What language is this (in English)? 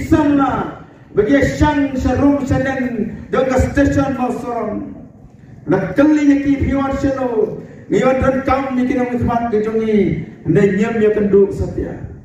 Khasi